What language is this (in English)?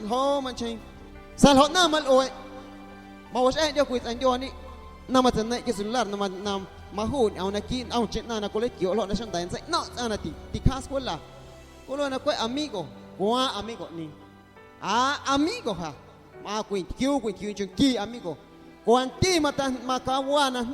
Guerrero Amuzgo